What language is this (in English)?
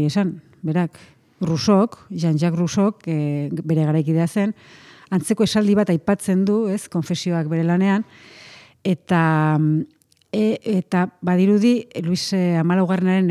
Basque